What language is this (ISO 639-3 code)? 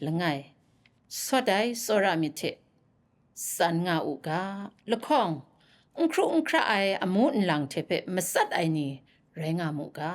kac